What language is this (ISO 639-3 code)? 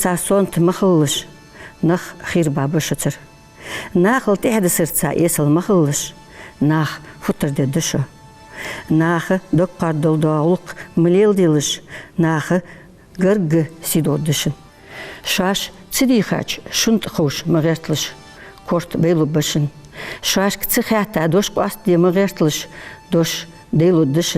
inh